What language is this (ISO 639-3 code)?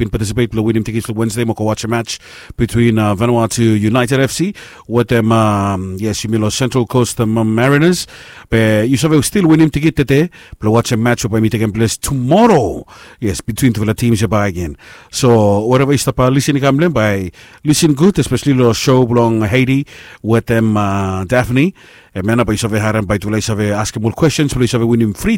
bis